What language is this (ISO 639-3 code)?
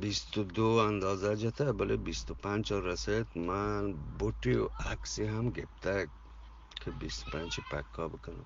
bgp